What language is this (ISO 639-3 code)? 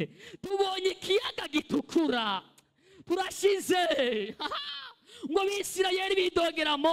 run